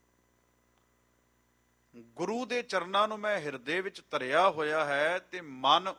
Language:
Punjabi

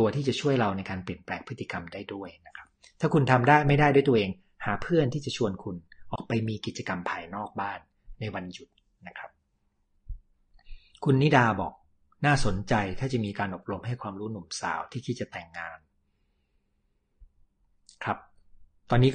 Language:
Thai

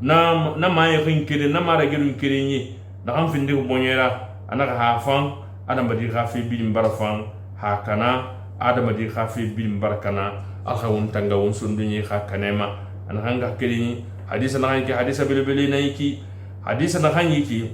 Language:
Susu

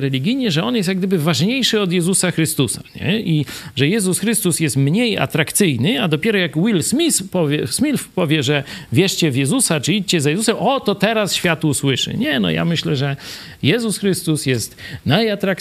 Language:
Polish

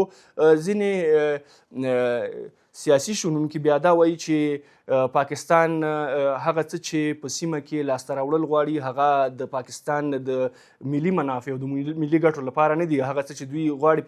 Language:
Pashto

